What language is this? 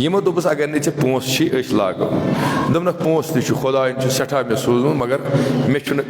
Kashmiri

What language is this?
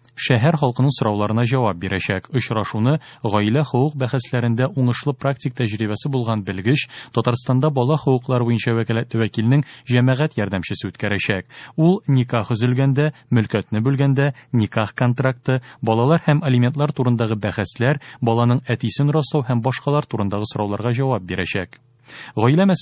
Tatar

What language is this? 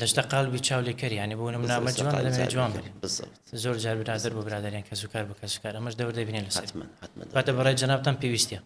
Central Kurdish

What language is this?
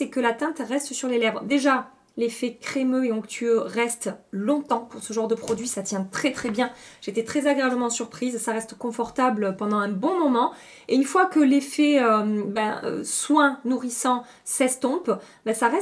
French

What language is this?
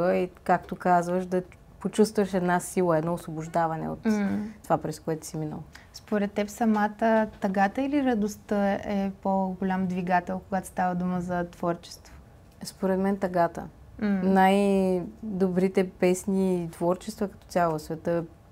Bulgarian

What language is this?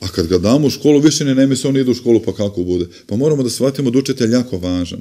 Serbian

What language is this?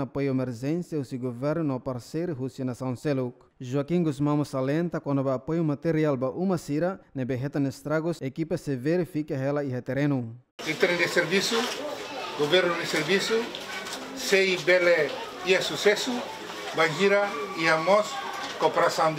Tetum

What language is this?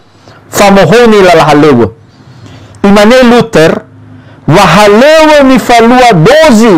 Nias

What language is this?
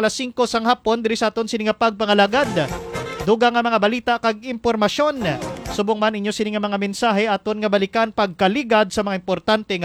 Hiligaynon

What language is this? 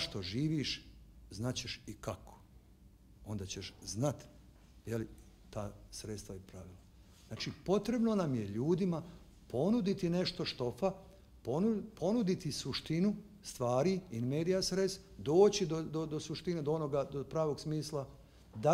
Bosnian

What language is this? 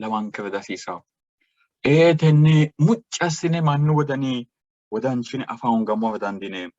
Sidamo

